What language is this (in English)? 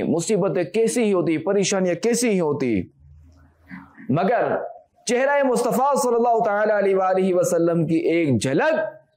Urdu